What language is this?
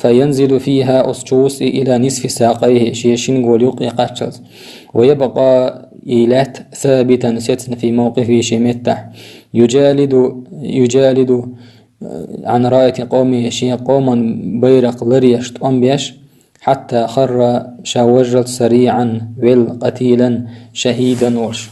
Chechen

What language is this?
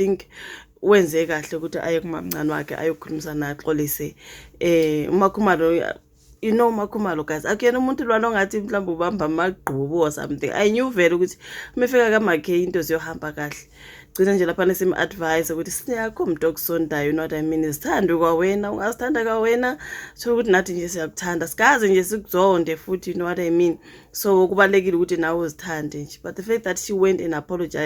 Zulu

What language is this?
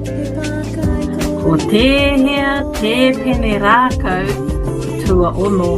Māori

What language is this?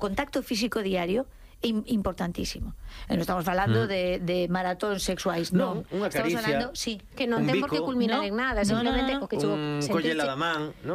Galician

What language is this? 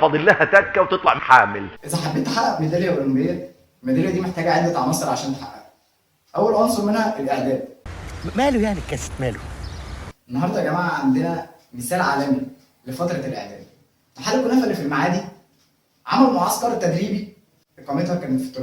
Egyptian Arabic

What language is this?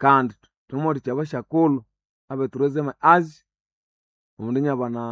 Nande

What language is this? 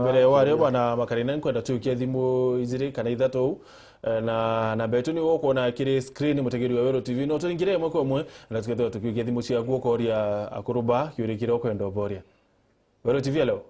Meru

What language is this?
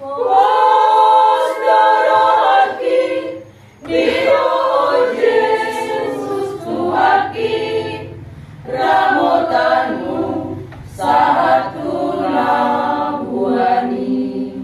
Batak Toba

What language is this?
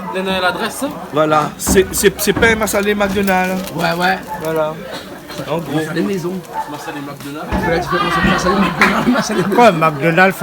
Réunion Creole French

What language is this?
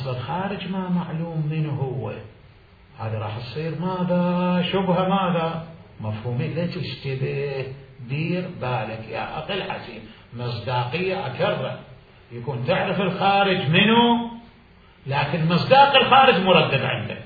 Mesopotamian Arabic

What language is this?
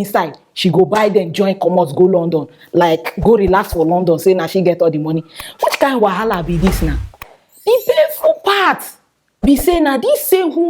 Nigerian Pidgin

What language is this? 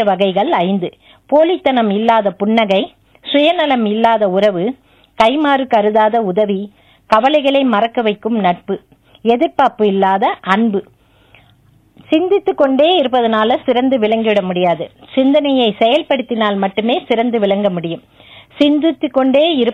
Tamil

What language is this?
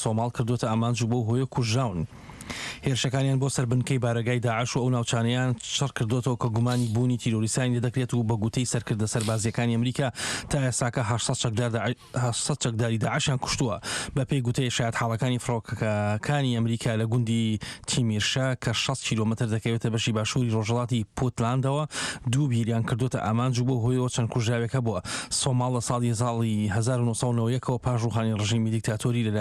Central Kurdish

